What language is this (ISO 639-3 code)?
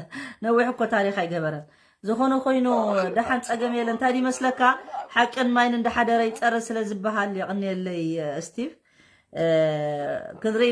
tir